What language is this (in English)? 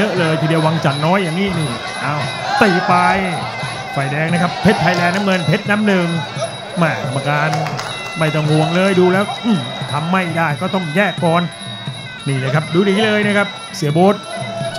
Thai